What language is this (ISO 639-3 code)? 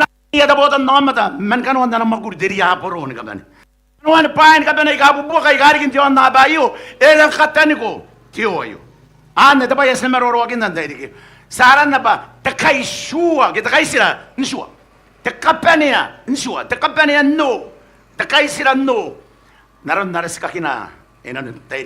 gil